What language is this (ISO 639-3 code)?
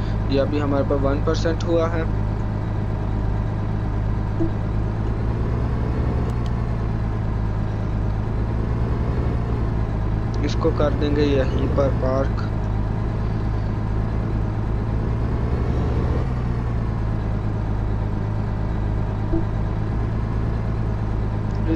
hin